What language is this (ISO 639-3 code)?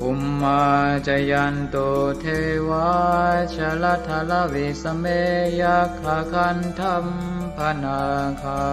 pli